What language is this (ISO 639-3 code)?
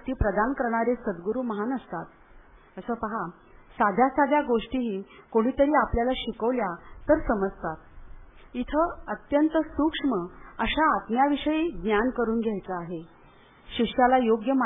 mar